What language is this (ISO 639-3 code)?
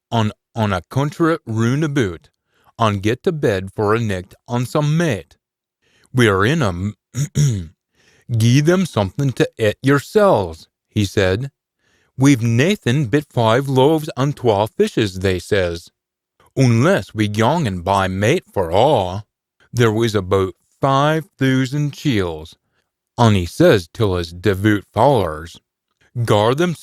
sco